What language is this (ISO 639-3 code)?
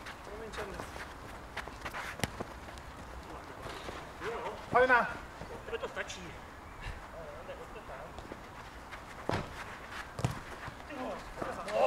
ces